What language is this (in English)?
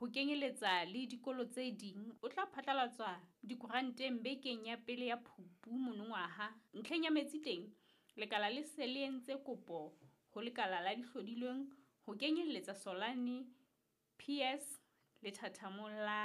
Southern Sotho